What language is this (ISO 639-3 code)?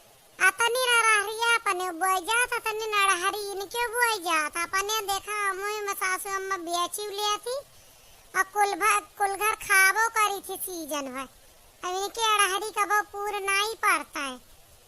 awa